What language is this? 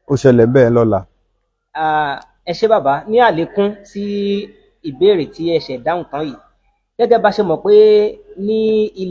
Yoruba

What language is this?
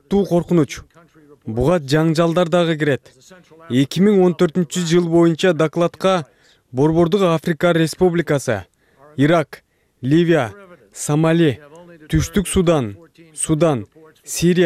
Kyrgyz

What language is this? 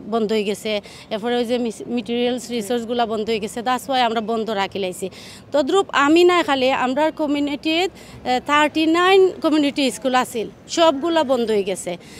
Sylheti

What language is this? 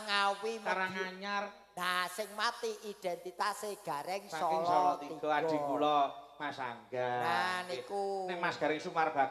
Javanese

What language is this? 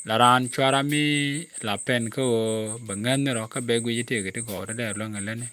Nuer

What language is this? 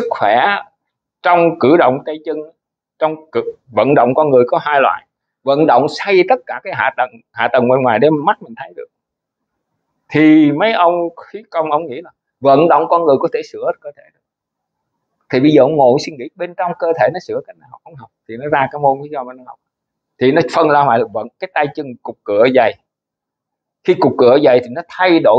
Vietnamese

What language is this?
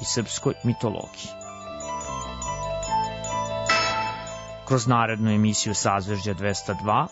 Serbian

